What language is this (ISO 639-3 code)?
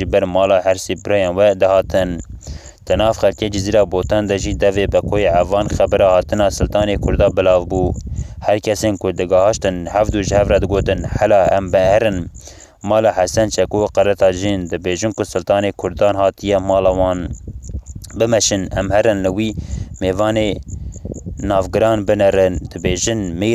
kur